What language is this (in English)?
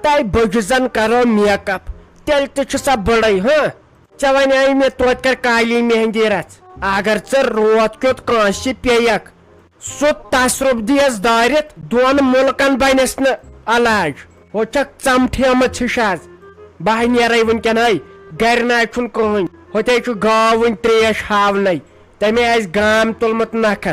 Kashmiri